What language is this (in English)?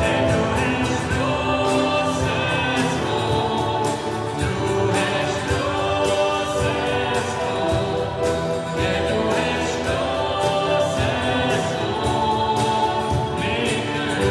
Swiss German